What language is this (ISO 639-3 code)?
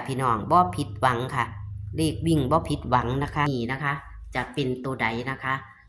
tts